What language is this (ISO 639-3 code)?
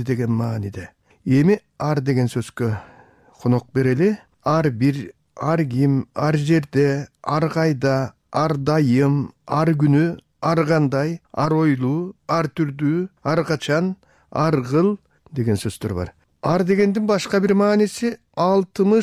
kir